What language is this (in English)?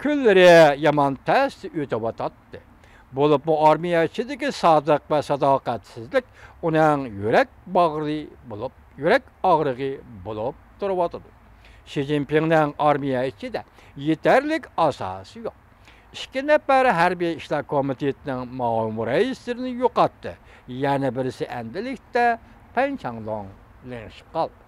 Uyghur